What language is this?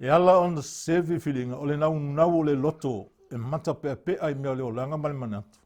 Samoan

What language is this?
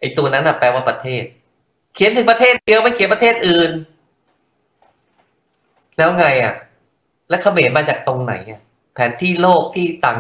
Thai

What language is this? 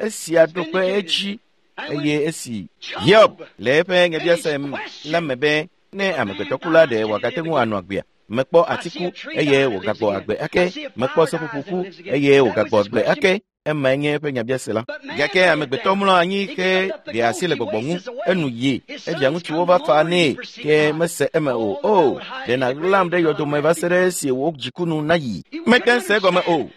Ewe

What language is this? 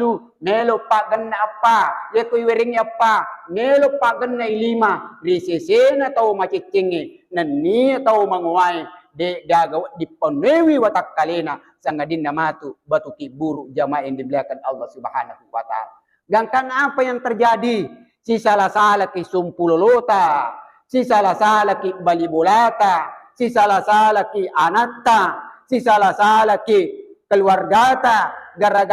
Buginese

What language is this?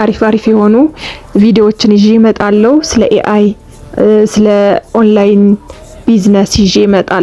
Amharic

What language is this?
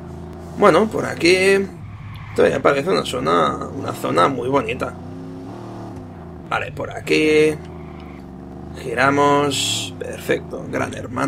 Spanish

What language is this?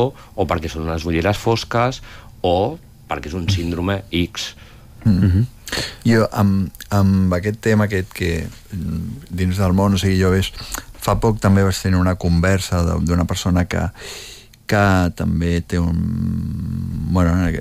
Catalan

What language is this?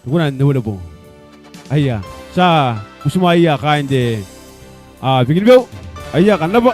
Gilbertese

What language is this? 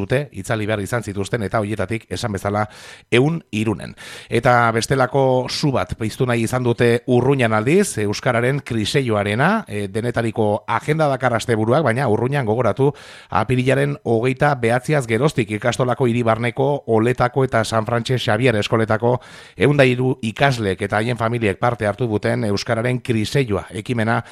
Basque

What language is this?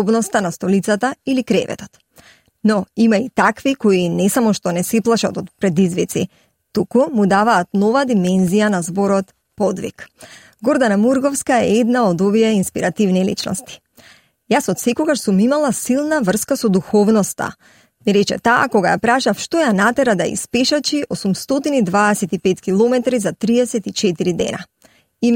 Macedonian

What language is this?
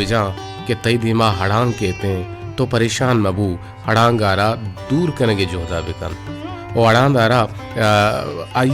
Baluchi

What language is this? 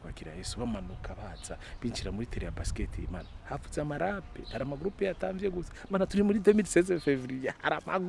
Rundi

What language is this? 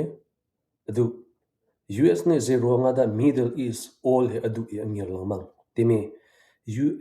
Hakha Chin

